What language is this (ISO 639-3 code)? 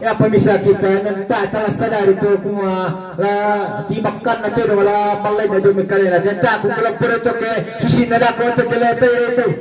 sda